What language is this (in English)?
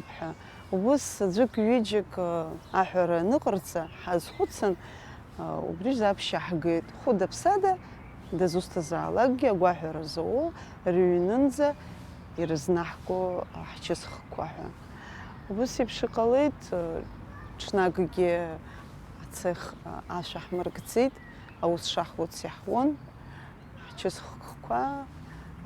Abkhazian